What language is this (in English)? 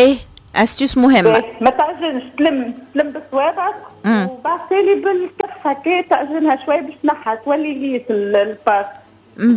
Tunisian Arabic